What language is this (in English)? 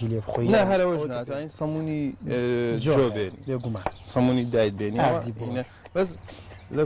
Central Kurdish